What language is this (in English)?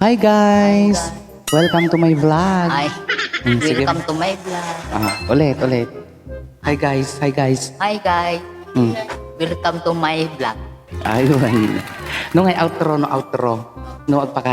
Iloko